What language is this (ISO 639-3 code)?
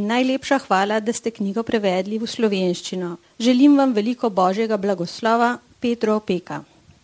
slv